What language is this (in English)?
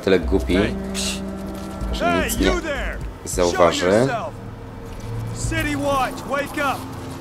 Polish